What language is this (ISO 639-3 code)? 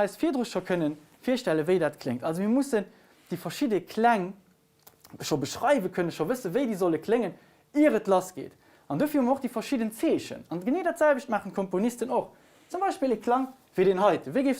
ltz